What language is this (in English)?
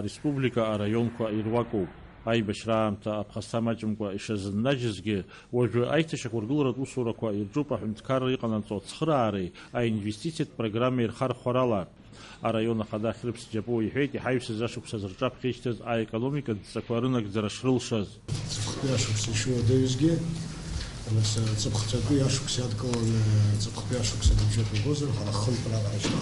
Abkhazian